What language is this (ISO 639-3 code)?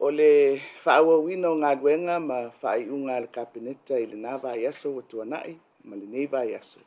smo